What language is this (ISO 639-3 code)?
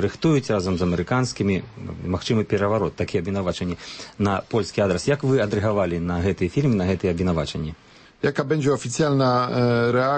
bel